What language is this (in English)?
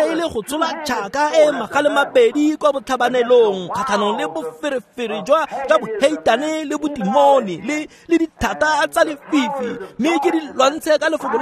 Tswana